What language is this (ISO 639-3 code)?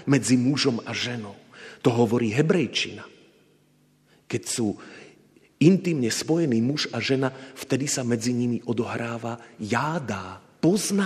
slk